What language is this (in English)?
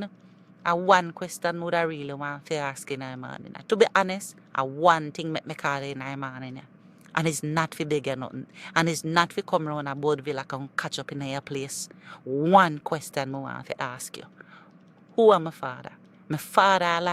Jamaican Creole English